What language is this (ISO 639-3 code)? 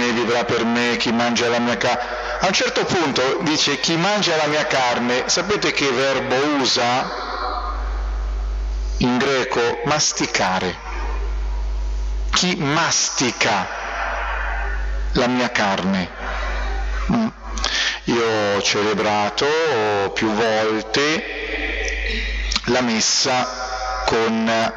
ita